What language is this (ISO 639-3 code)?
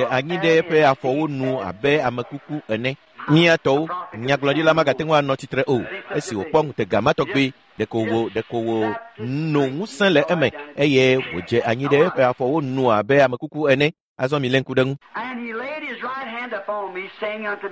ewe